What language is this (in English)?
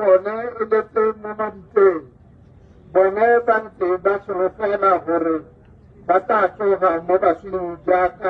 Tswana